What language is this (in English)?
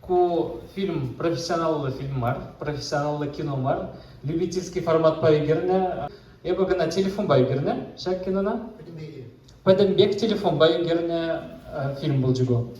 Chuvash